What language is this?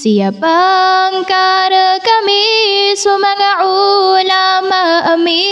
Maranao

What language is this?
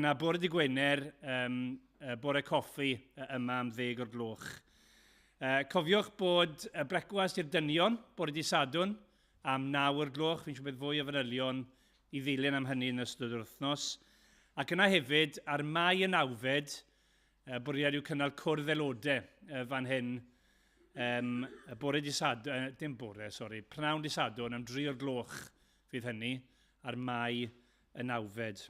Welsh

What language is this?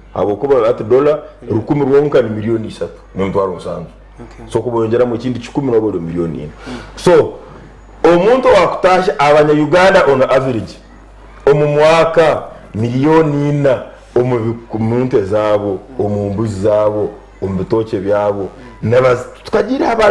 Nyankole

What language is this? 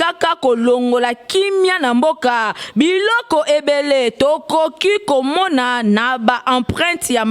Lingala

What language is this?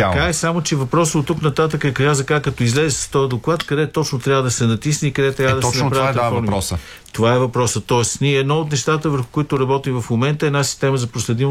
Bulgarian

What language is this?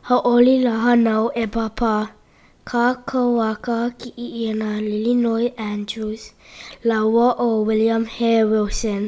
Hawaiian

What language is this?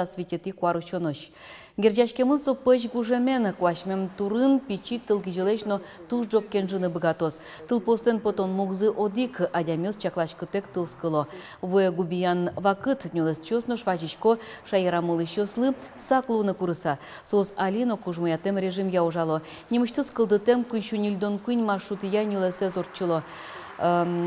Udmurt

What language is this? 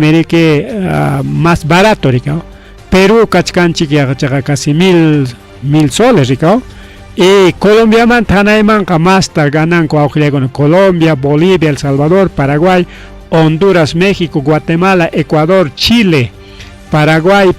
Ayacucho Quechua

